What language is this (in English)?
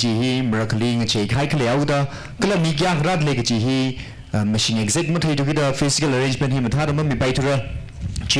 Tangkhul Naga (India)